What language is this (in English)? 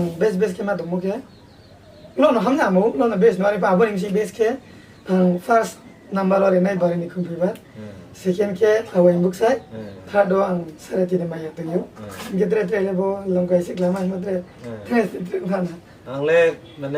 Riang (India)